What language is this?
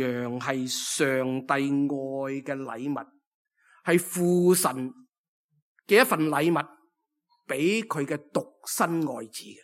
Cantonese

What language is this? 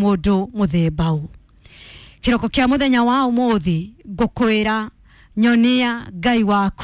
Kikuyu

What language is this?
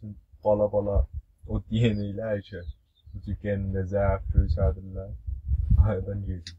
South Azerbaijani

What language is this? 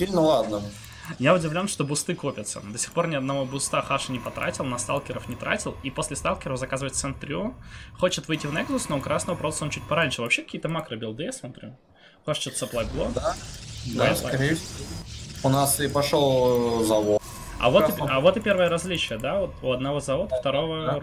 Russian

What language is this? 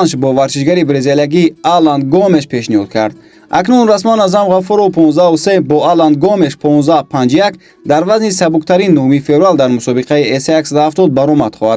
Tajik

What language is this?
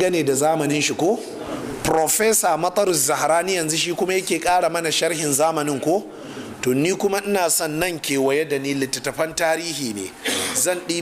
Hausa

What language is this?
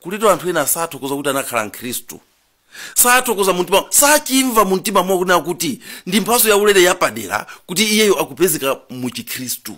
Nyanja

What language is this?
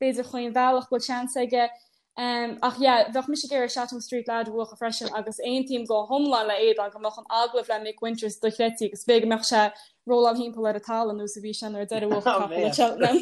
Irish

